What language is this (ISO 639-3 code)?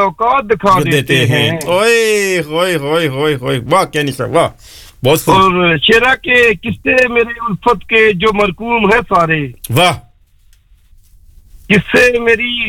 urd